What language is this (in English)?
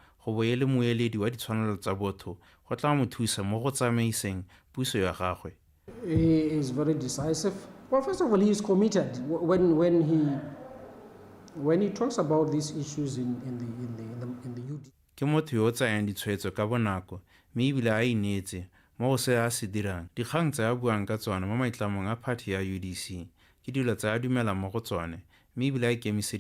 Tswana